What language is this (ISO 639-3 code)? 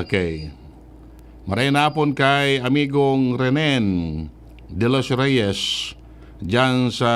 bik